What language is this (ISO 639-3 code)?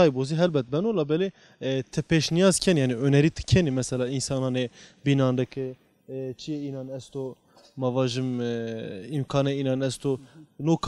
zza